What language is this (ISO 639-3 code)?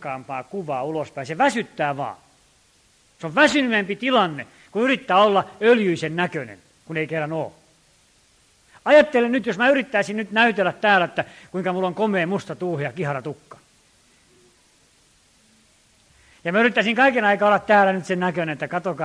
fin